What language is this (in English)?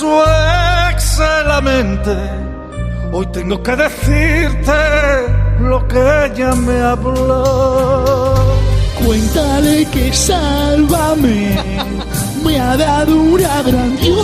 Spanish